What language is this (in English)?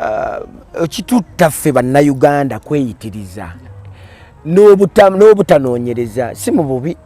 Ganda